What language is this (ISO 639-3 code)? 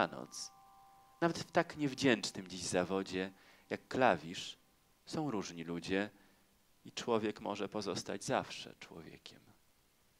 pol